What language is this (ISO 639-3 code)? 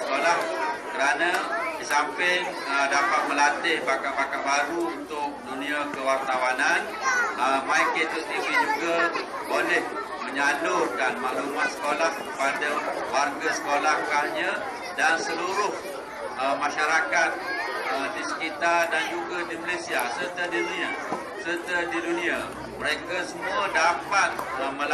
msa